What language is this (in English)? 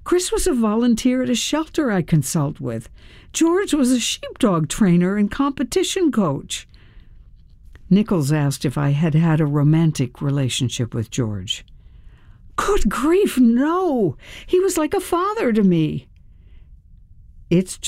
English